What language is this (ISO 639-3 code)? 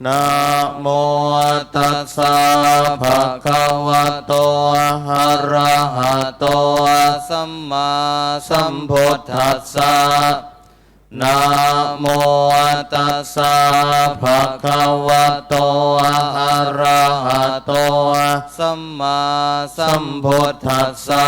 pli